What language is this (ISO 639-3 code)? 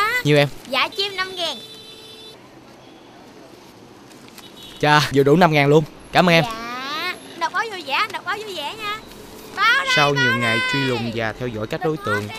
vie